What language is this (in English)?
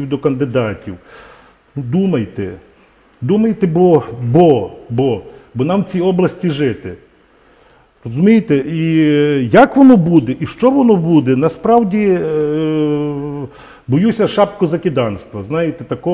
Ukrainian